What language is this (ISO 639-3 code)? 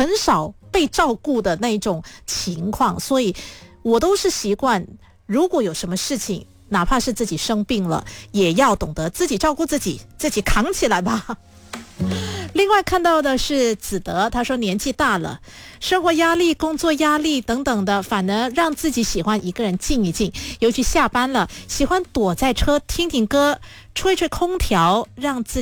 zho